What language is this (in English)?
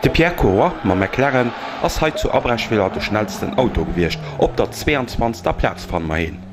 Luxembourgish